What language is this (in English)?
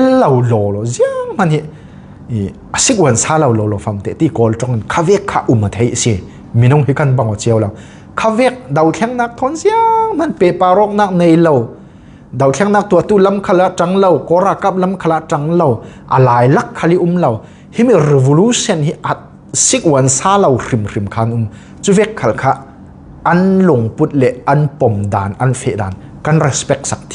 Falam Chin